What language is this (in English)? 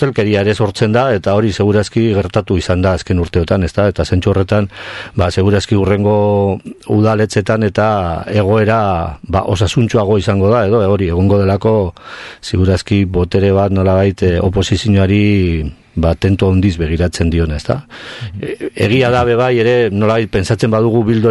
Basque